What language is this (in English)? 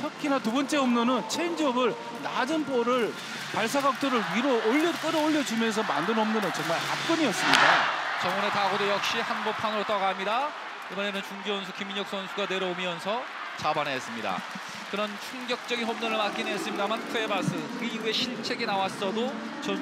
Korean